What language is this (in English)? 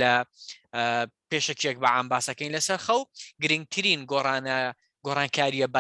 Central Kurdish